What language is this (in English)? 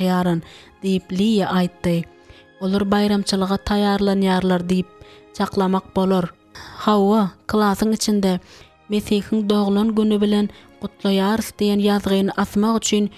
Turkmen